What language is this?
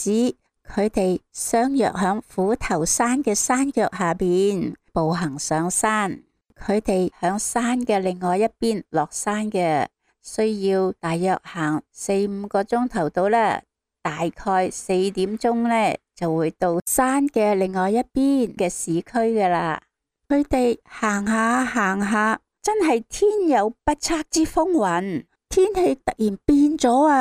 Cantonese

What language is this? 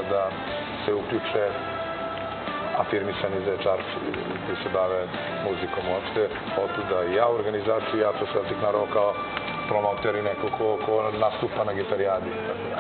Serbian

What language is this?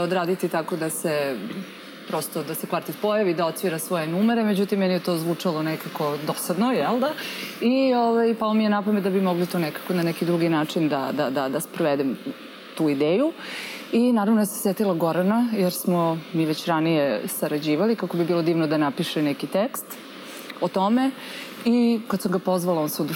Serbian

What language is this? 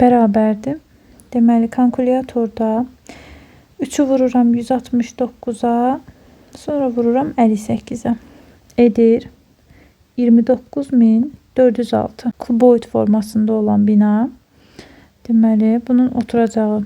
Azerbaijani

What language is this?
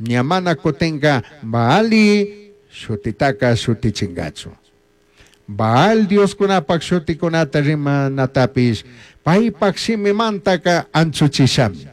Chimborazo Highland Quichua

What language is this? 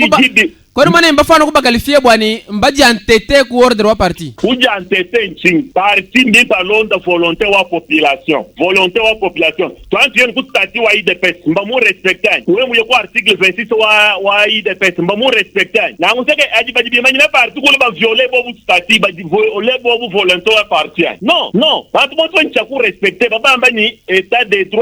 Luba-Lulua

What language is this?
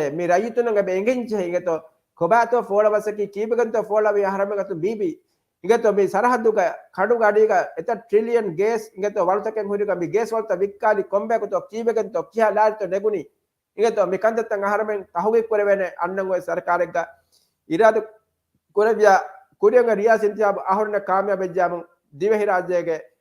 Divehi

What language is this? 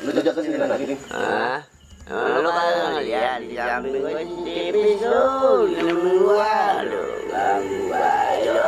Betawi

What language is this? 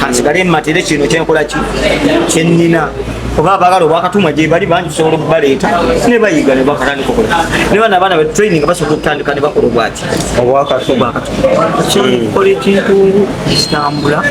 Ganda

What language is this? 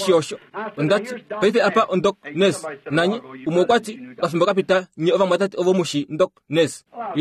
Kuanyama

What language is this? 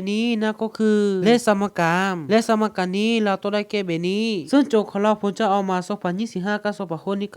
Lao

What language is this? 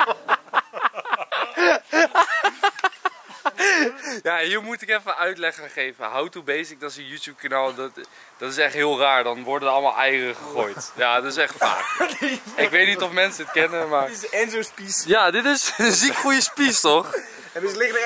Dutch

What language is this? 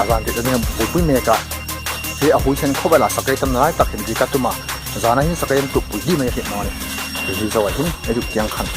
Hmar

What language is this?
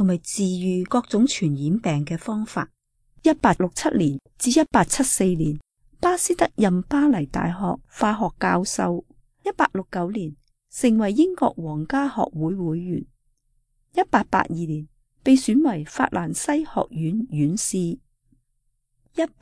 Cantonese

